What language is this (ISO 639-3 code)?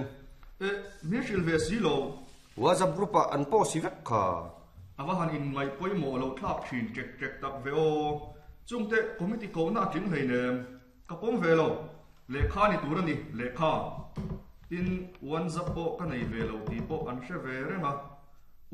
lus